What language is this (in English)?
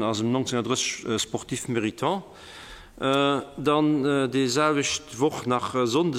Luxembourgish